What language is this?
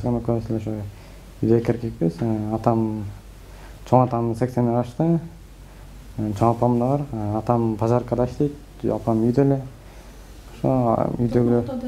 Kyrgyz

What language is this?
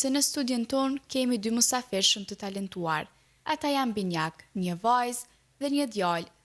Albanian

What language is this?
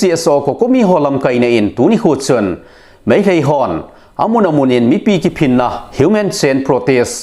Thado Chin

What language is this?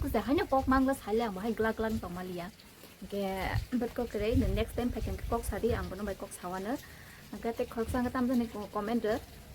Kok Borok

